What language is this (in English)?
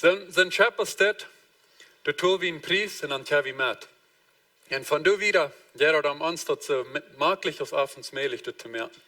Plautdietsch